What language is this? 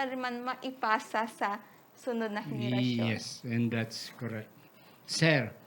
Hiligaynon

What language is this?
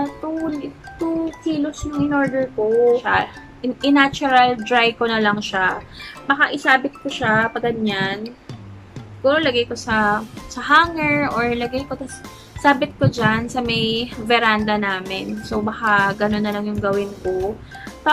Filipino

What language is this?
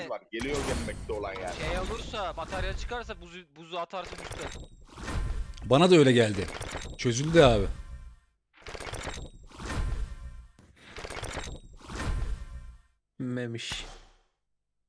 Turkish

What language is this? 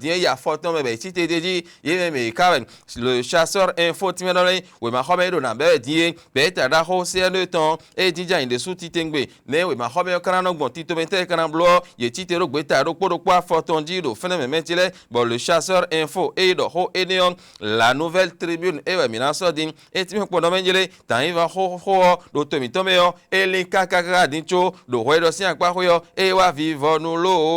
Fon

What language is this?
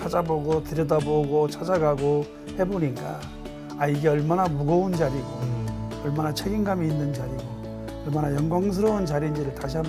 Korean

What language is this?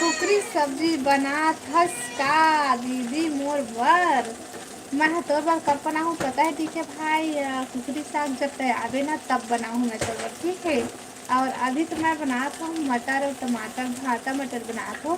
Chhattisgarhi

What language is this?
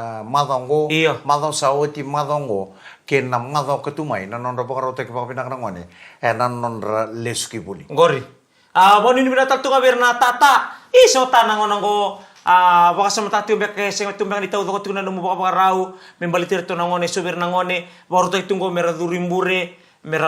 Fijian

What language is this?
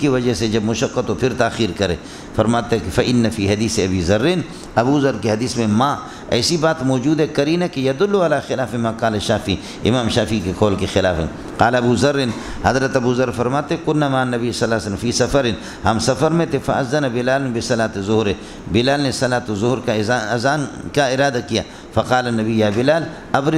Urdu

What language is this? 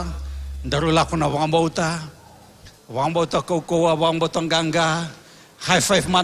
Fijian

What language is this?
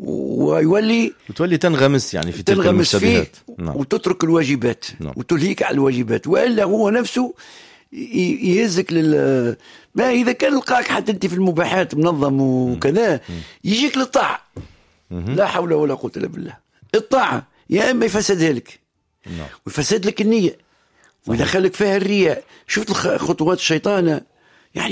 Tunisian Arabic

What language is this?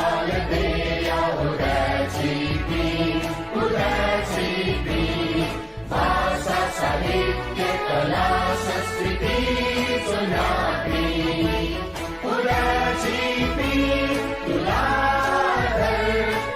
Newari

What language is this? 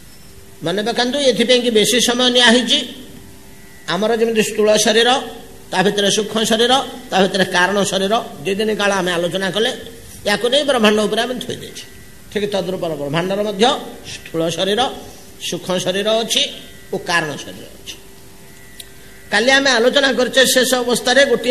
Odia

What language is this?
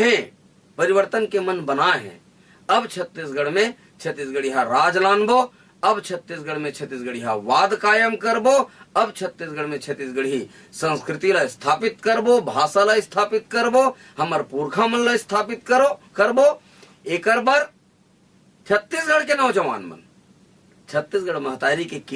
Chhattisgarhi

